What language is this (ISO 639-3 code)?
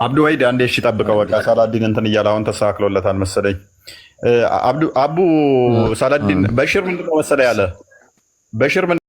amh